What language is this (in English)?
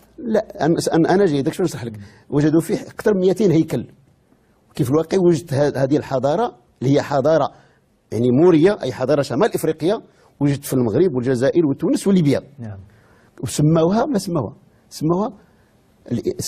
Moroccan Arabic